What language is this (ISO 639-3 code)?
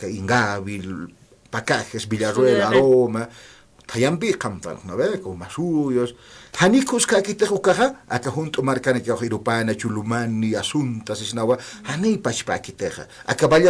aym